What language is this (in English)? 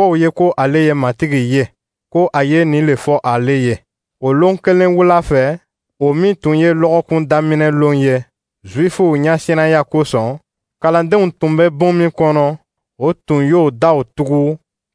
Dyula